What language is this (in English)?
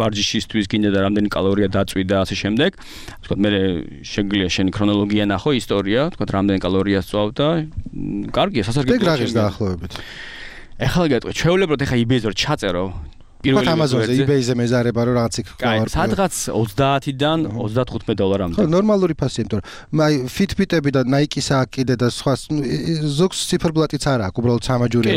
Georgian